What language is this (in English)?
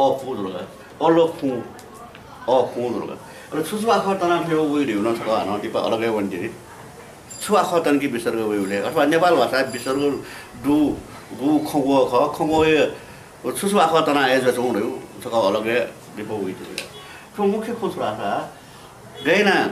Newari